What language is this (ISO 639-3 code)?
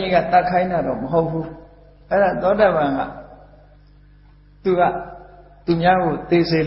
mya